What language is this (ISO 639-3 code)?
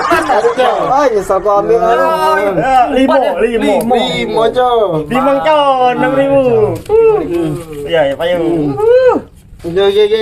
mui